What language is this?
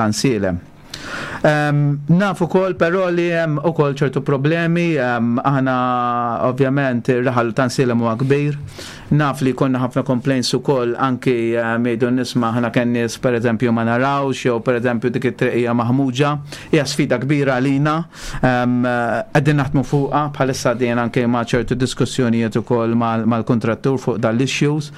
Maltese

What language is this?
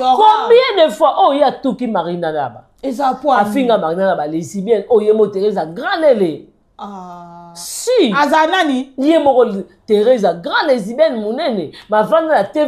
Lingala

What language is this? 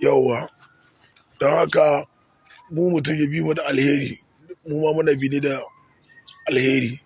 Hausa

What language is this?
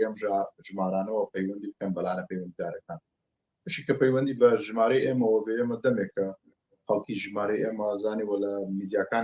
Central Kurdish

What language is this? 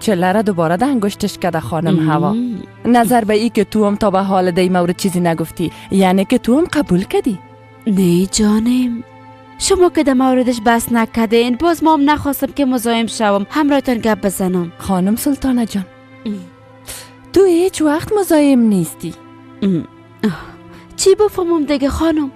Persian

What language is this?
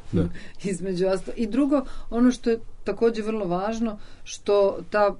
Serbian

